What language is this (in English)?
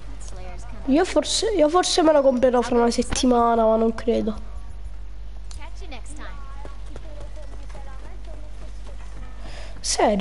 Italian